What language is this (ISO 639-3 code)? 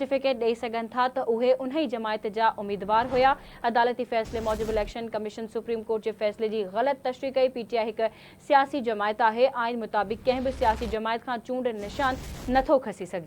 snd